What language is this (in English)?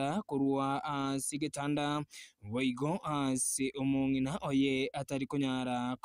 Gusii